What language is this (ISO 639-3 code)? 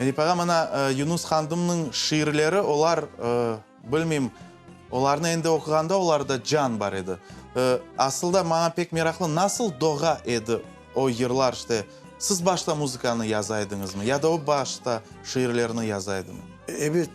crh